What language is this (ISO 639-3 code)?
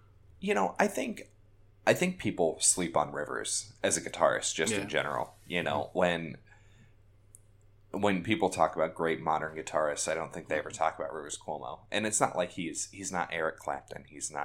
eng